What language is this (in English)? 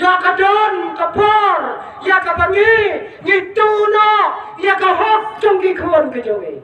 Khasi